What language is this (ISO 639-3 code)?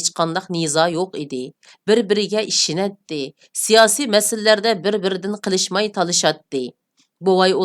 uig